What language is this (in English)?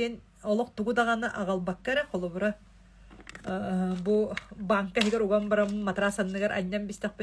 Yakut